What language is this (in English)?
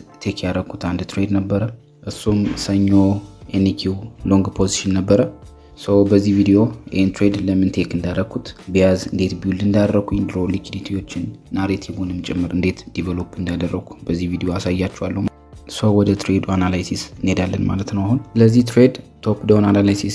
Amharic